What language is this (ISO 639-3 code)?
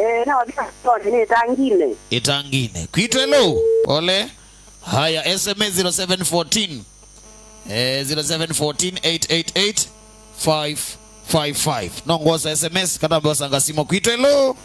kam